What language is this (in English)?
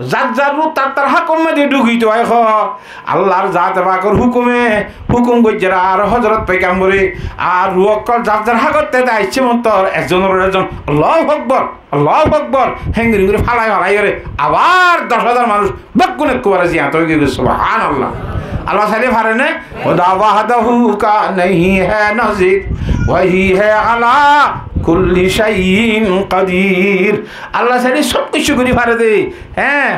Rohingya